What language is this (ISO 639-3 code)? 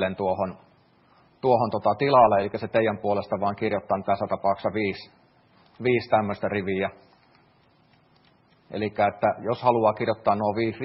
fin